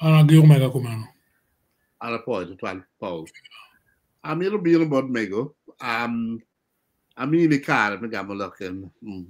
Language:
Acoli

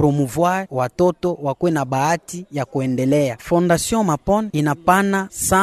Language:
Swahili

